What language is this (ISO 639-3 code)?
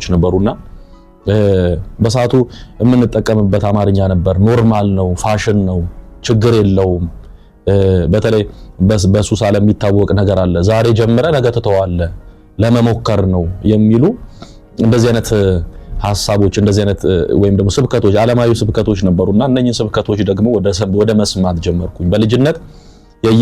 amh